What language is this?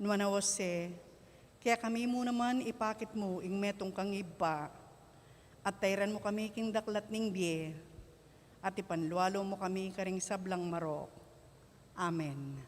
Pampanga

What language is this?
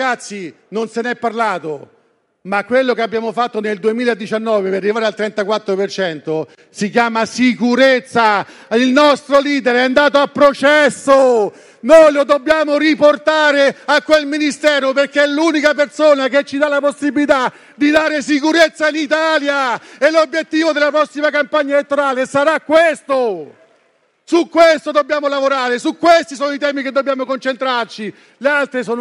Italian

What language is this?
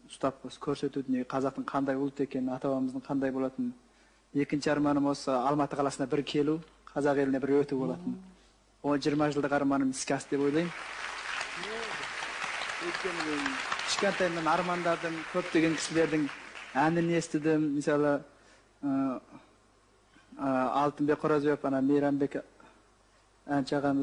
Kazakh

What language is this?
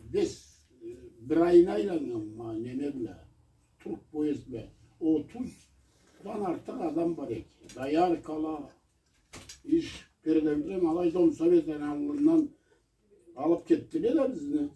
Karachay-Balkar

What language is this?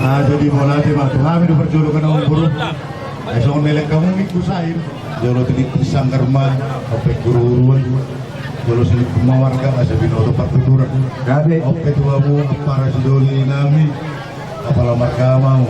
Batak Toba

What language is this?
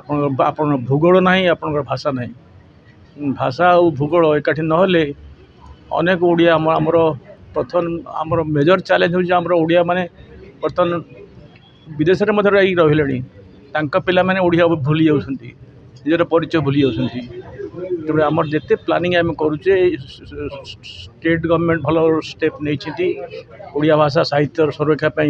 Odia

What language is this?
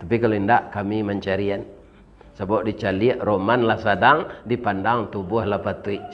Minangkabau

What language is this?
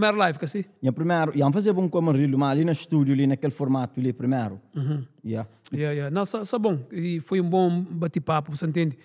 Kabuverdianu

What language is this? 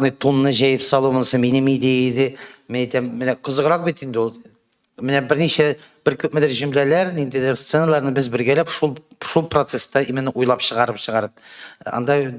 Tatar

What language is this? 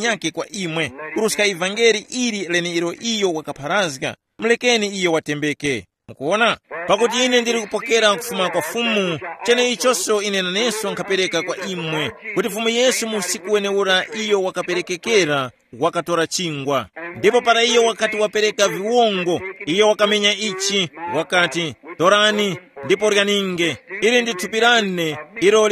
Tumbuka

